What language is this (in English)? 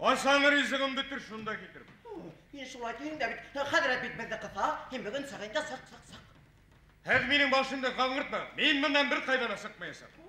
Bashkir